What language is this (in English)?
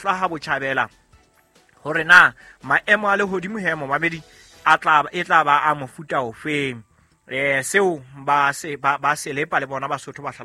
Southern Sotho